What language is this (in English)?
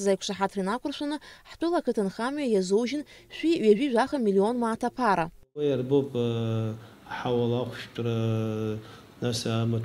Abkhazian